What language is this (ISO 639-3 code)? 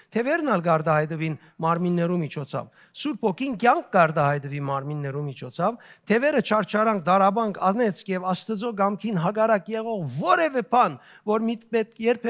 hyw